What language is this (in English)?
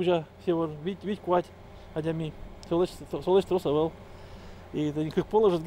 Udmurt